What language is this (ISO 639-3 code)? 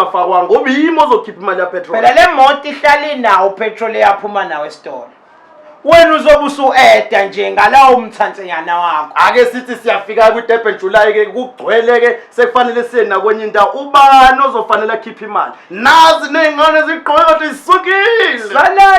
zul